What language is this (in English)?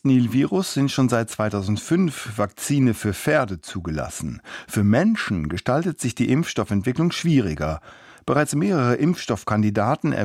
German